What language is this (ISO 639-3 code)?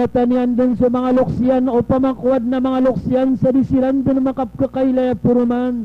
mrw